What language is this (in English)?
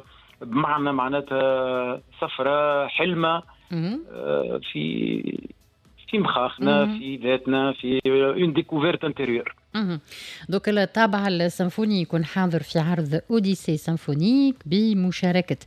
Tunisian Arabic